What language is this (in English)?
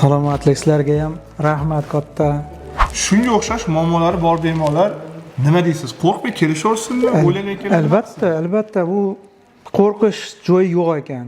Uzbek